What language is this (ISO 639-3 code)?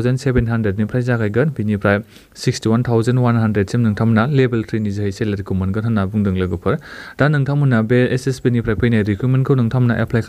brx